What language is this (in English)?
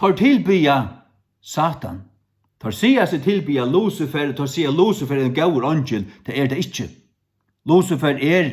Faroese